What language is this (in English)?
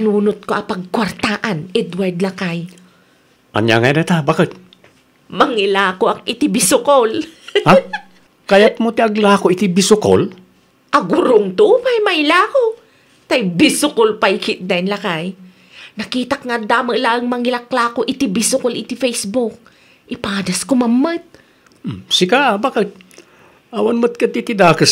Iloko